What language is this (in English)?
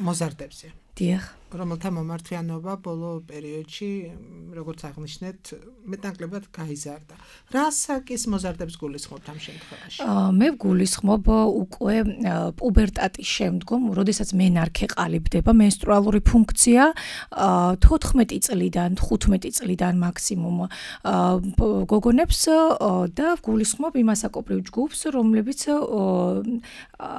Georgian